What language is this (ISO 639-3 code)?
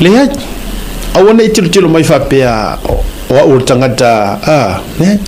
smo